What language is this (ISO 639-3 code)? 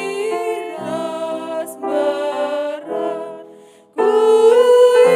btx